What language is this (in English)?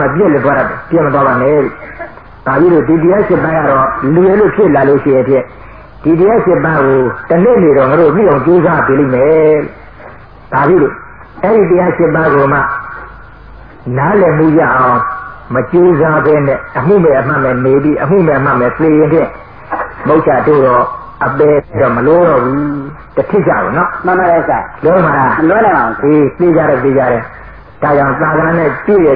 Burmese